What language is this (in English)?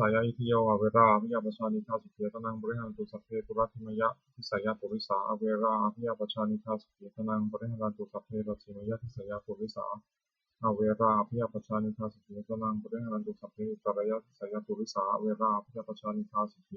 Pali